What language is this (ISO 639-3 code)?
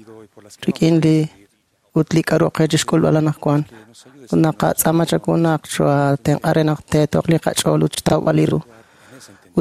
kek